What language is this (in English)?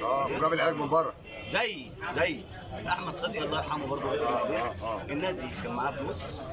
Egyptian Arabic